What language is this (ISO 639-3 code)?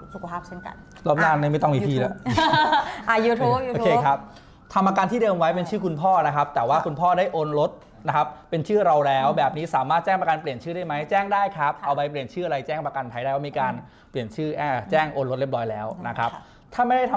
tha